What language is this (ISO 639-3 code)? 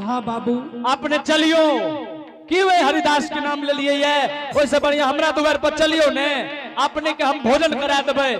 anp